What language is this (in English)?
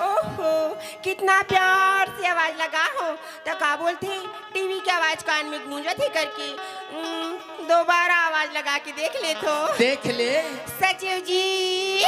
Chhattisgarhi